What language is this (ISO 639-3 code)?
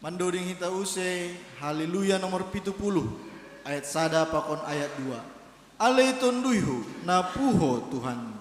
bts